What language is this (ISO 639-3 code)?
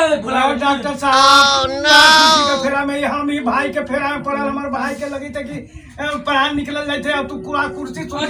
mag